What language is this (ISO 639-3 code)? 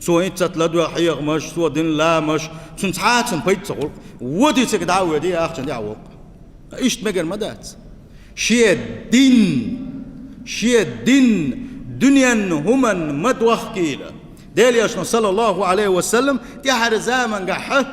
che